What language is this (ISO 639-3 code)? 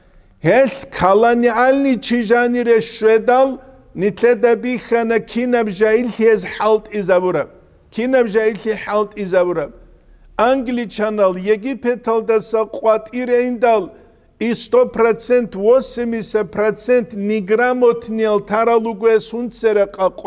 ava